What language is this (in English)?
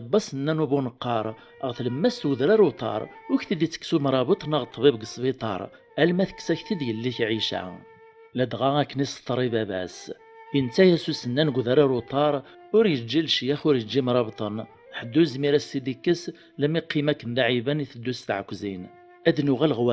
Kabyle